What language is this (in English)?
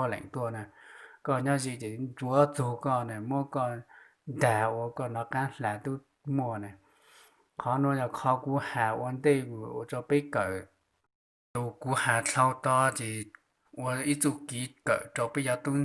Hmong